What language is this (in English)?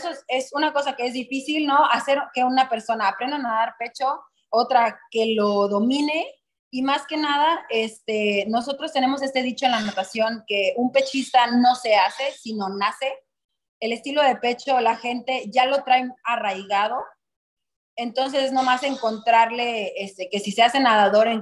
Spanish